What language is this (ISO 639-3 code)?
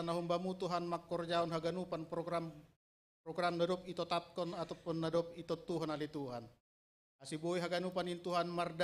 bts